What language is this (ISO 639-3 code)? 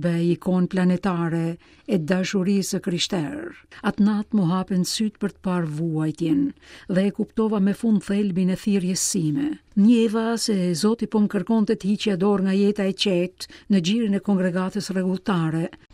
sqi